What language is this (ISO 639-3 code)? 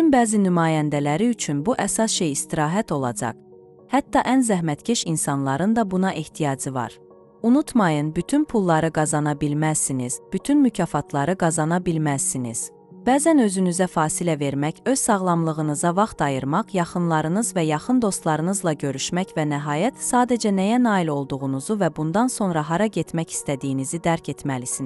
aze